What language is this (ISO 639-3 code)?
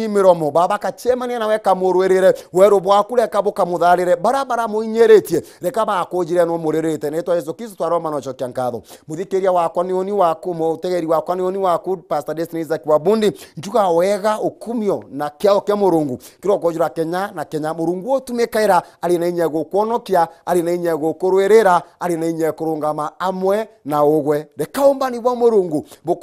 mer